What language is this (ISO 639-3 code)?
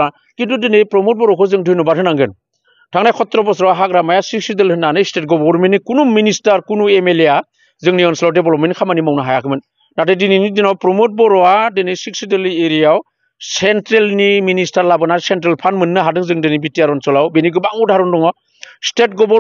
brx